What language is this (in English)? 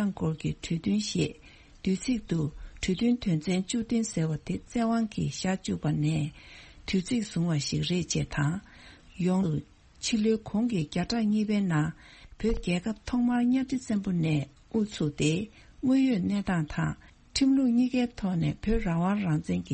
Tibetan